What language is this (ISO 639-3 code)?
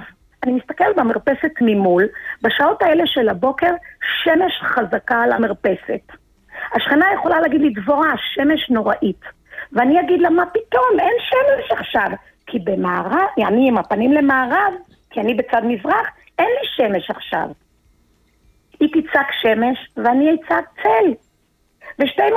heb